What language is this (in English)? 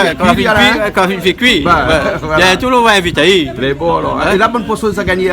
Réunion Creole French